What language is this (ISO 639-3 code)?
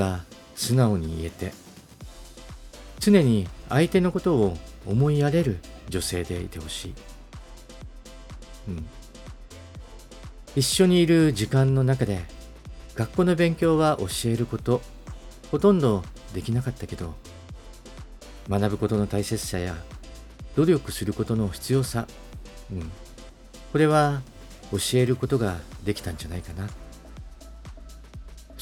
jpn